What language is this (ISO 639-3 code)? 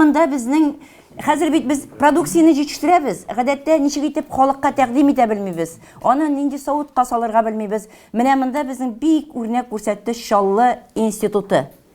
tat